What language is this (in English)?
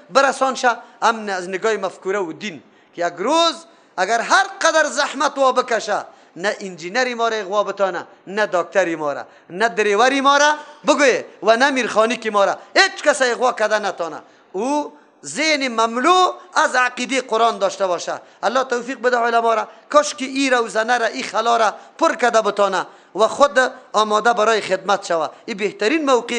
Persian